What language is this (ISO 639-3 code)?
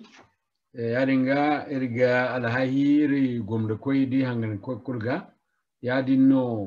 dje